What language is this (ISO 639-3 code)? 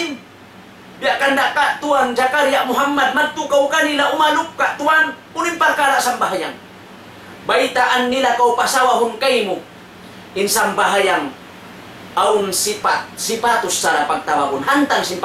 tsg